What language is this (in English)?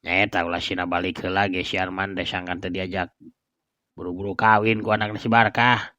Sundanese